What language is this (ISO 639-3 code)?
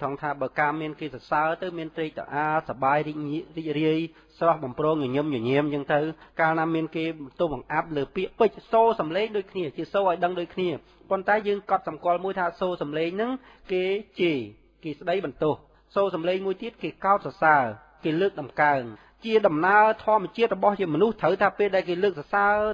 khm